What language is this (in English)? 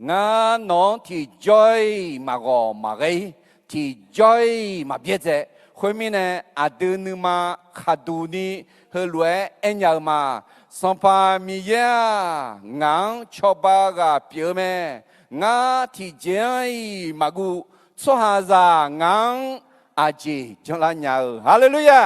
Akha